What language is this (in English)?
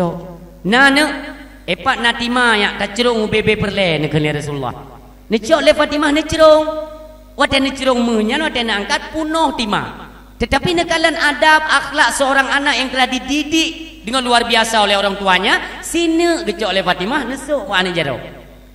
Achinese